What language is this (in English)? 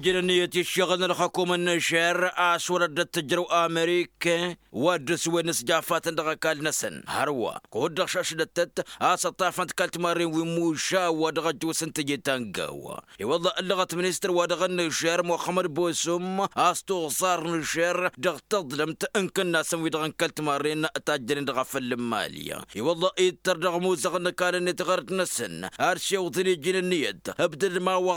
Tamasheq